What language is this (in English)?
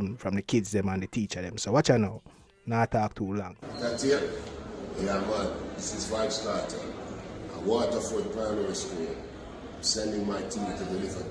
Jamaican Creole English